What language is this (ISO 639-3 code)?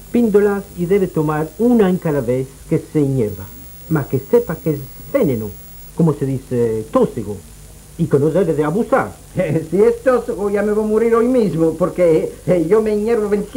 lad